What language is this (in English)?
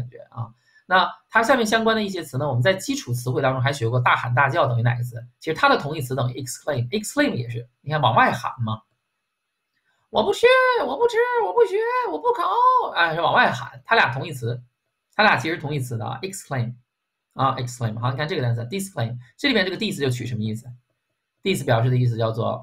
Chinese